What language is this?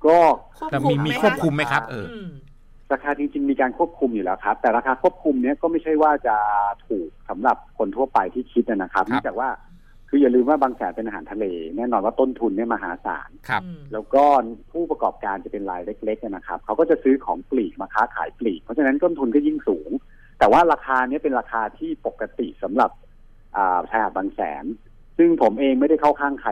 Thai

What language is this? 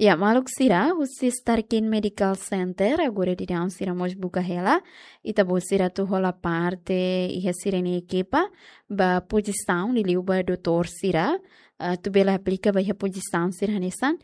Tetum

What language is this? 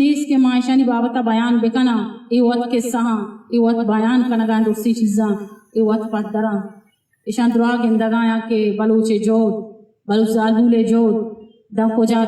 Eastern Balochi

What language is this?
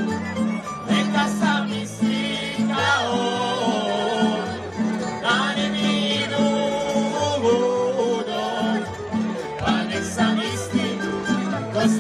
Croatian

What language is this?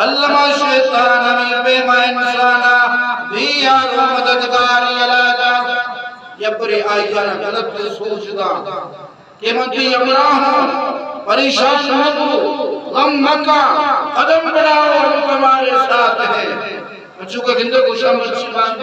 Eastern Balochi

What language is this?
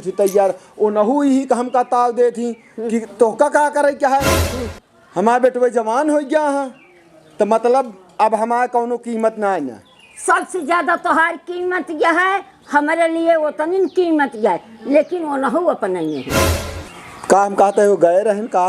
Awadhi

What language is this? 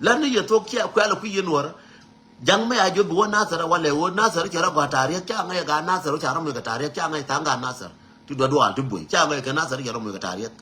Nuer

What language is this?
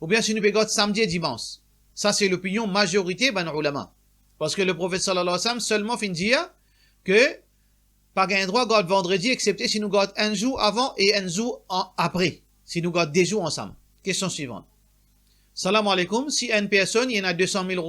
Morisyen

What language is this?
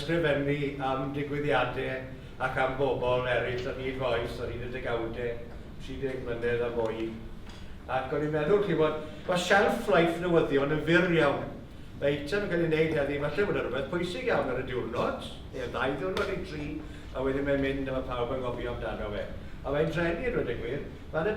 Welsh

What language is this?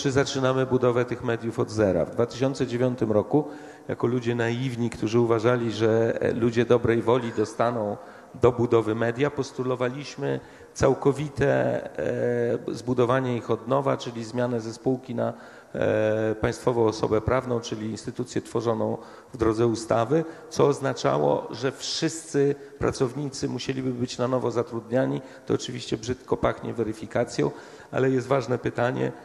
Polish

